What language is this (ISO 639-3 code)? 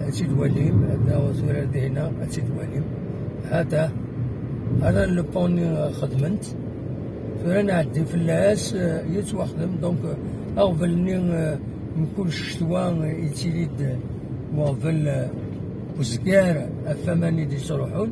kab